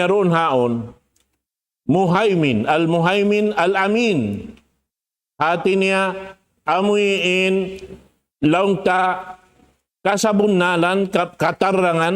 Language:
Tausug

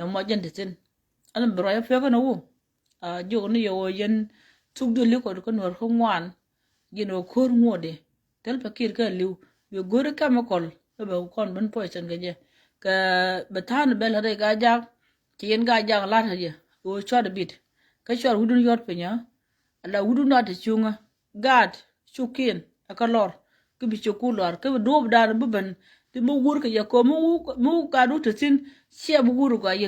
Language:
Nuer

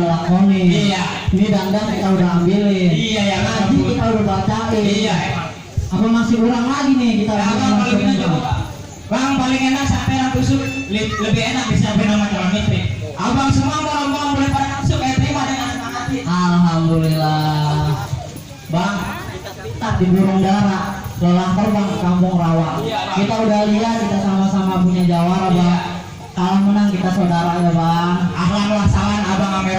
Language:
Betawi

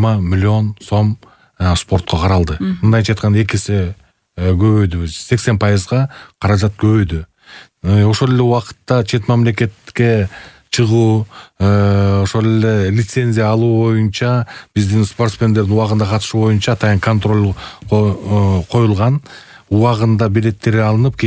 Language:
Kyrgyz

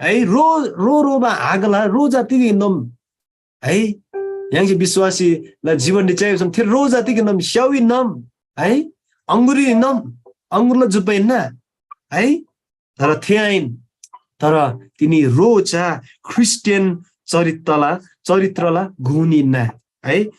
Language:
Eastern Tamang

